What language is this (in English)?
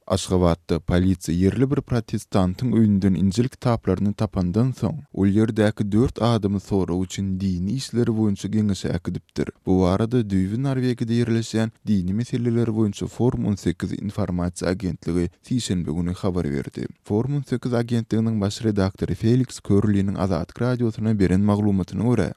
Turkmen